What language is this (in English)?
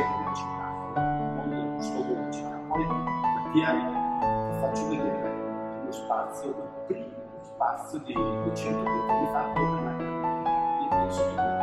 Italian